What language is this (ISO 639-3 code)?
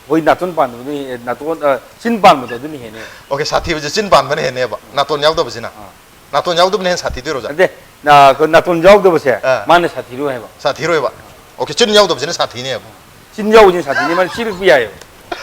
mni